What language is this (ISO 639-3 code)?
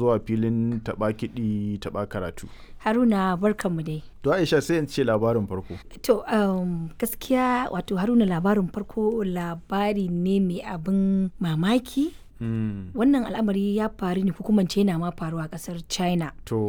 hau